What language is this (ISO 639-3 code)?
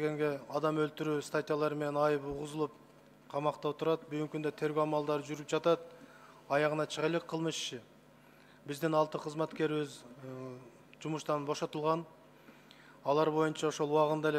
kir